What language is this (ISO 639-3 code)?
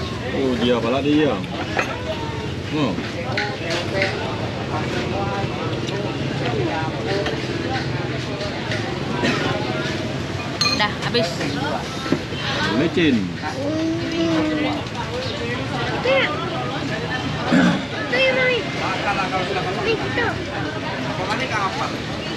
msa